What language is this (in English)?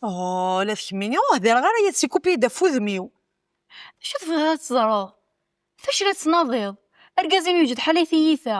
Kabyle